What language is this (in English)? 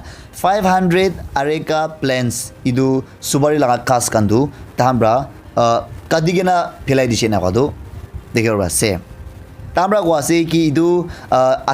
Naga Pidgin